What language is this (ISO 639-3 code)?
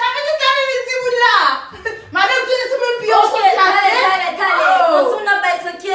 hat